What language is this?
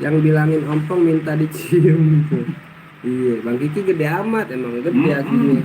Betawi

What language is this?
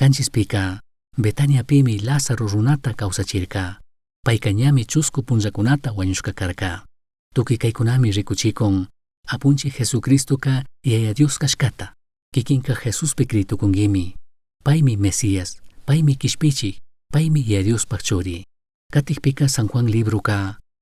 Chimborazo Highland Quichua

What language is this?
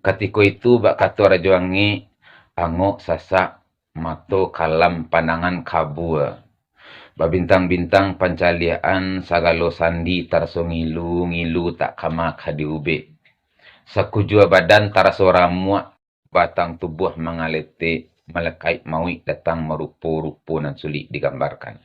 Minangkabau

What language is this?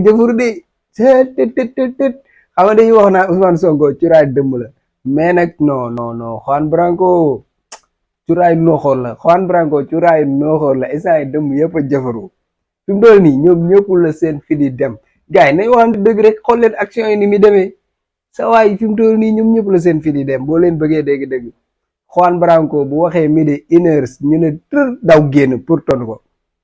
Wolof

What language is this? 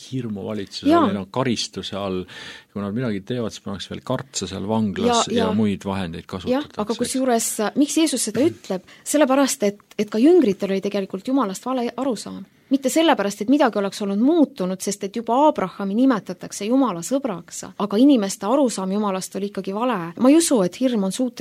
Estonian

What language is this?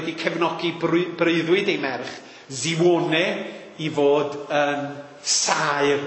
Welsh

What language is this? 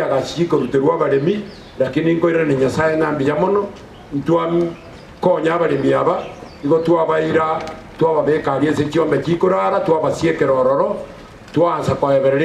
Gusii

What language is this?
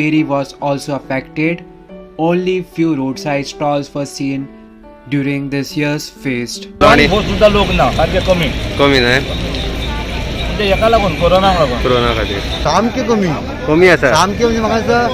Konkani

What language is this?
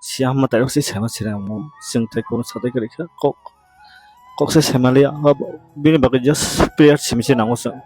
Kok Borok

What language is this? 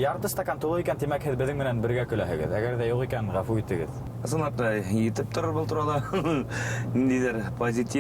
Bashkir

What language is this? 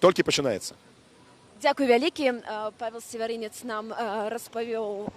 Belarusian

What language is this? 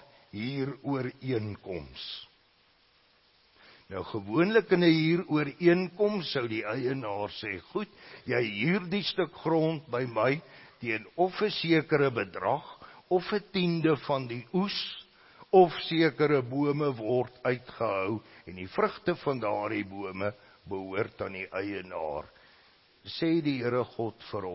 Afrikaans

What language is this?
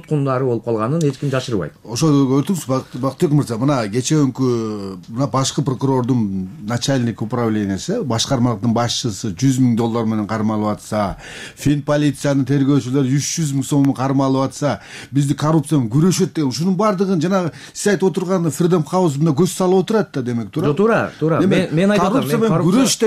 Kyrgyz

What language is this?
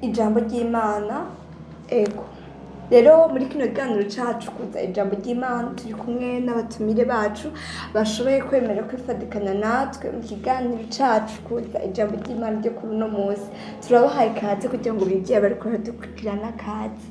Rundi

